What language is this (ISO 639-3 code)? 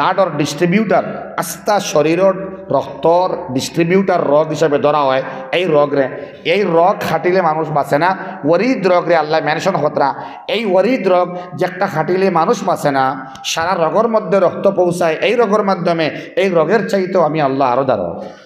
syl